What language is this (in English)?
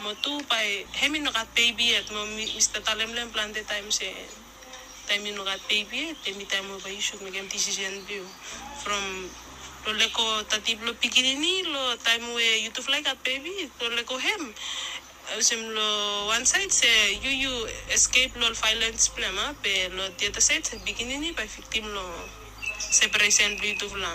Bislama